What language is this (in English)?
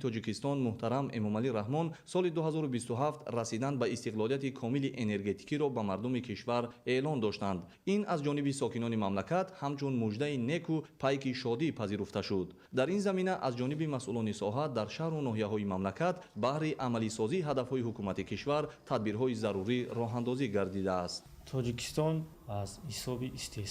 Tajik